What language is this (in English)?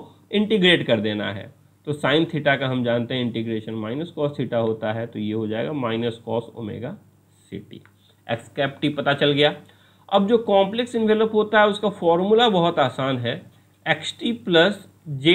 Hindi